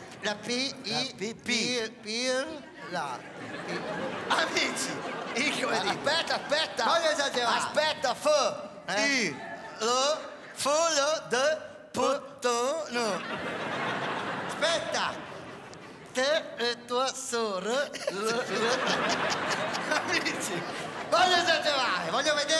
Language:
Italian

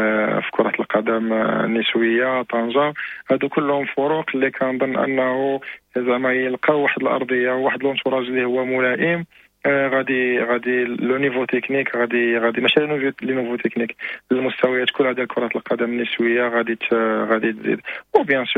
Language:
Moroccan Arabic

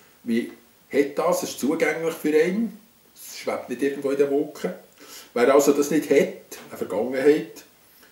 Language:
Swiss German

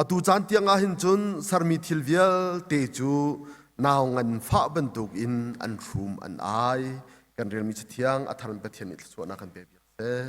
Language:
Hakha Chin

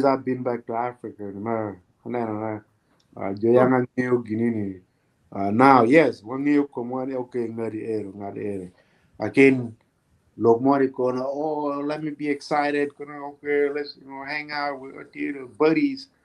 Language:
Acoli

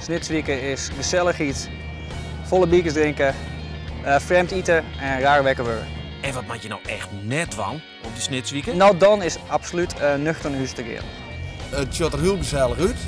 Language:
Western Frisian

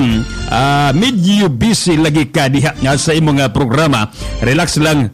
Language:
Cebuano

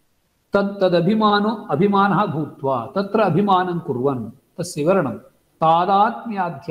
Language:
Sanskrit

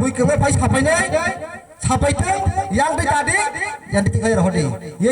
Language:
Kok Borok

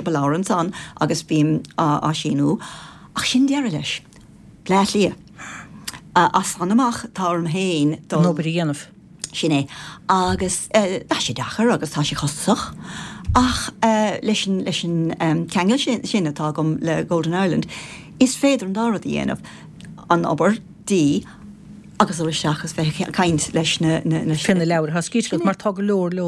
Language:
Irish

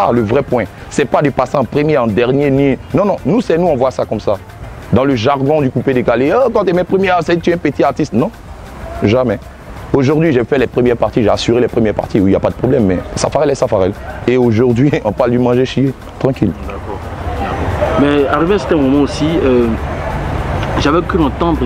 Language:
French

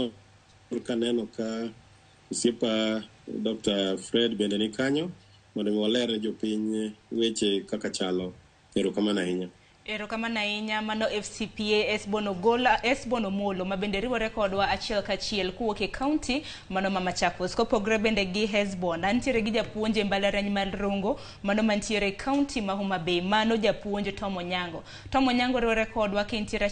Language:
Luo (Kenya and Tanzania)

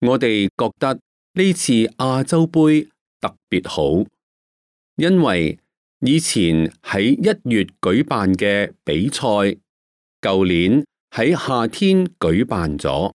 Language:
Cantonese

